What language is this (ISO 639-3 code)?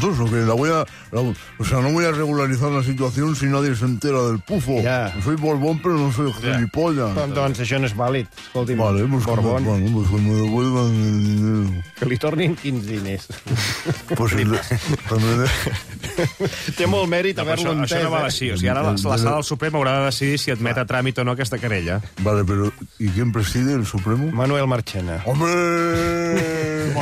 cat